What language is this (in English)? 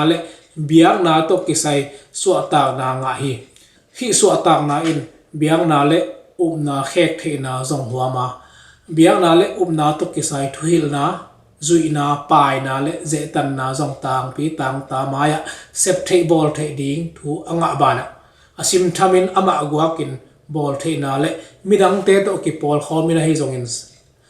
Tedim Chin